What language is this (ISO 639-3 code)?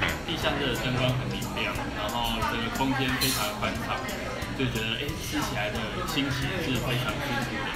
zho